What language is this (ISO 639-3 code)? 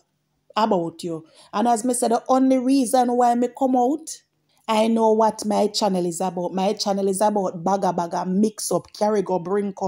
jam